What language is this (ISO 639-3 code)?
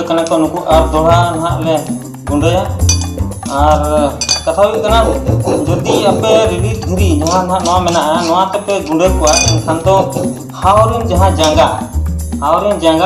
sat